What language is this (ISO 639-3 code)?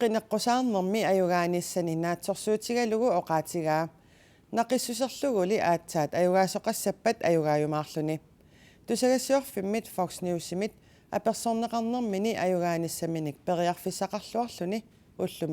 kal